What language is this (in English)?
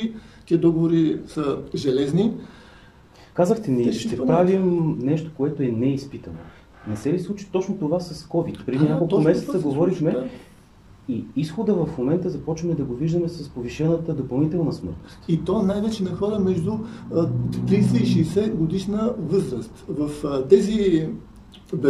Bulgarian